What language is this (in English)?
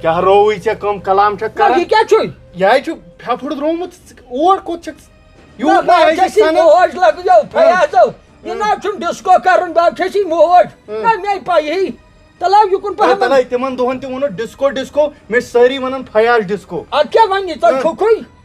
Kashmiri